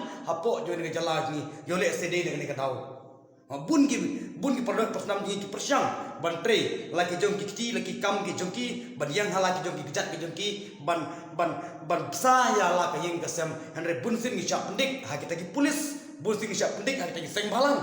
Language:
Khasi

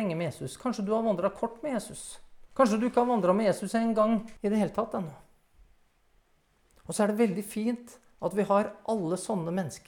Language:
Norwegian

